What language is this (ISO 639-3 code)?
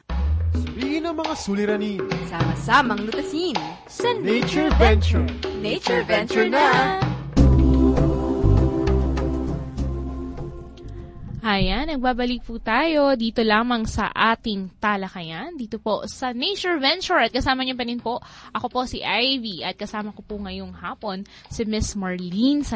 fil